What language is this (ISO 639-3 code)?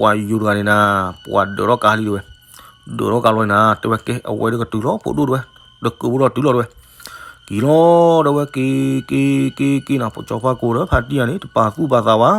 ksw